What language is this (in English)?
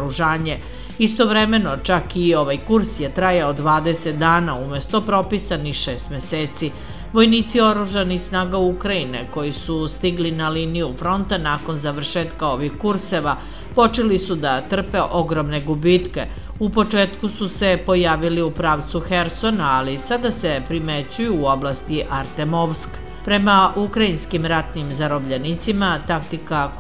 Serbian